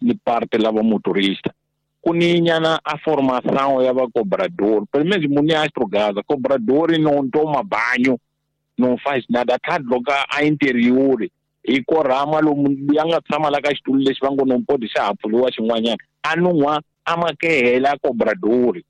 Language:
Tsonga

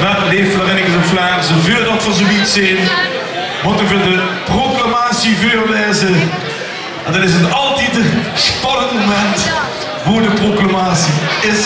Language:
Limburgish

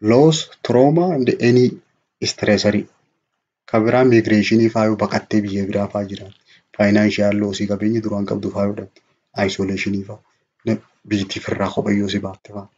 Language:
Oromo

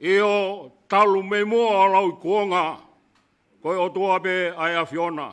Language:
Tongan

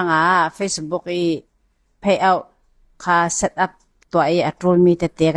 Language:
Falam Chin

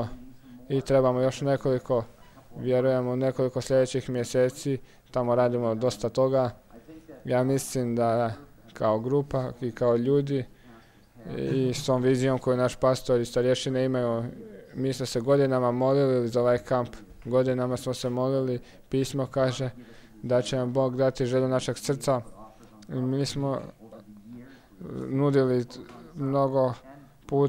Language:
Croatian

